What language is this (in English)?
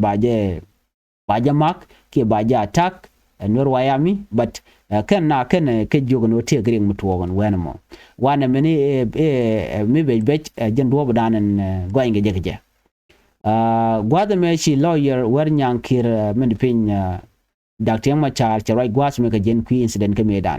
Nuer